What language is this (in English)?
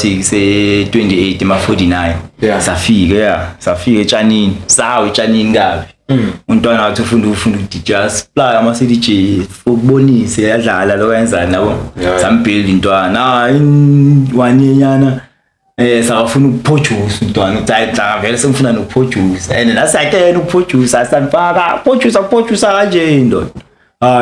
Zulu